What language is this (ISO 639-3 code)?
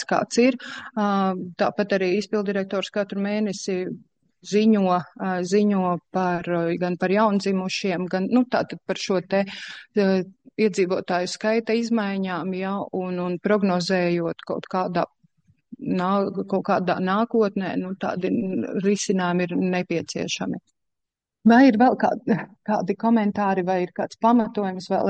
lav